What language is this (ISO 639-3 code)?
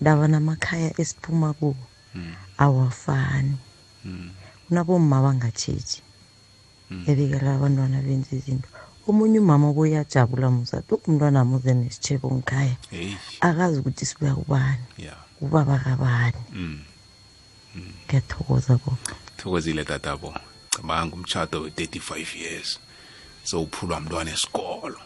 nbl